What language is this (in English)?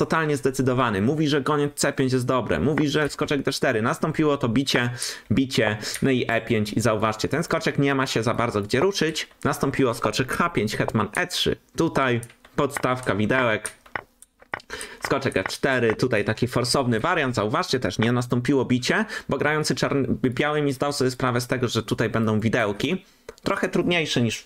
Polish